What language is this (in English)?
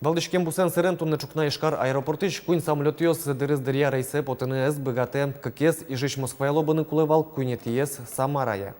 Udmurt